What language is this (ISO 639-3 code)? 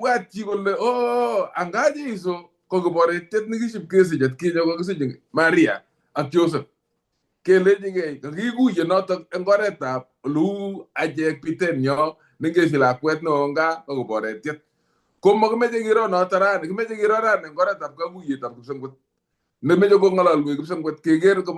kln